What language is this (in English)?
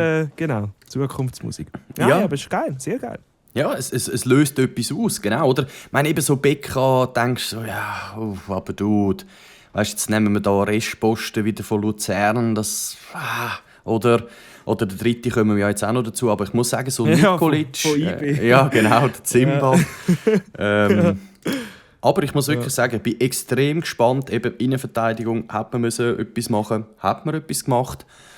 Swiss German